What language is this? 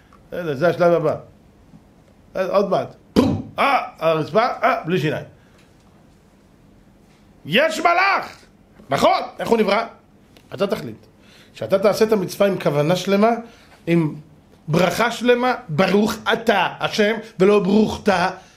Hebrew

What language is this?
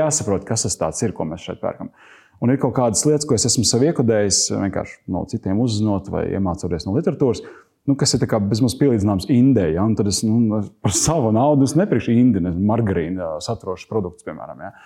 Latvian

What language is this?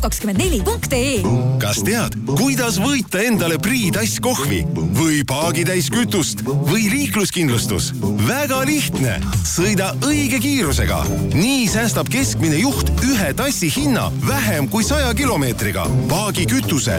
Estonian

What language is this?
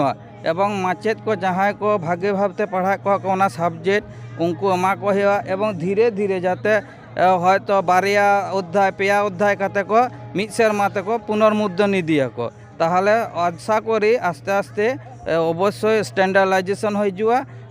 Santali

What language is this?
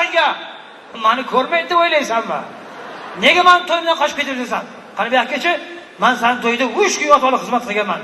Uzbek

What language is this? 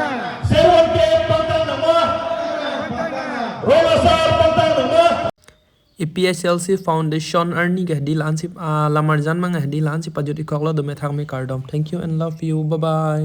Karbi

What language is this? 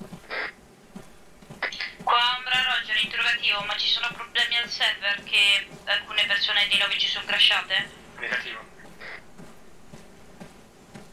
Italian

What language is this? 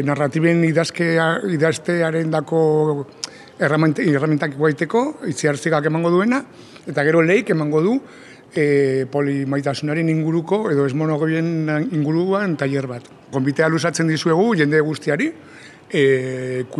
Basque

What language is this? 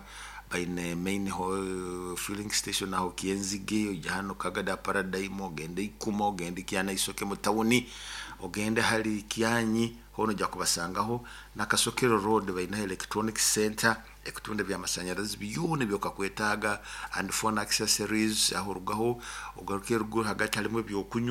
Nyoro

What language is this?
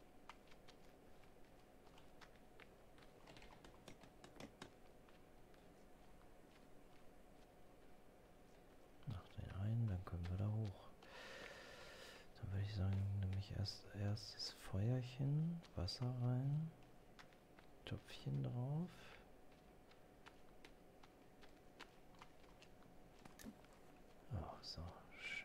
German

